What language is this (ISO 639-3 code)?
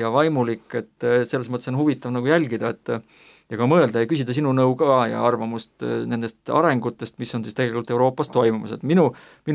est